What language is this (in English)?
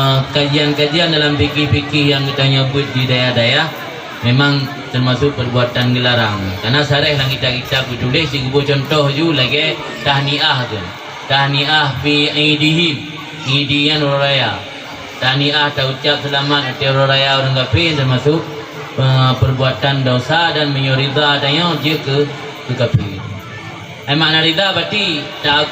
Achinese